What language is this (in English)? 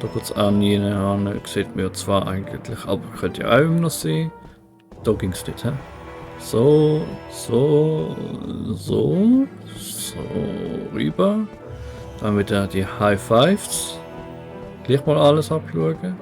Swiss German